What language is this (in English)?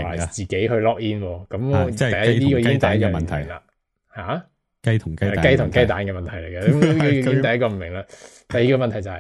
Cantonese